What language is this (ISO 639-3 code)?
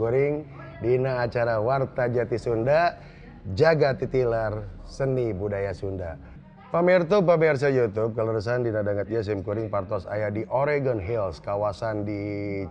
sun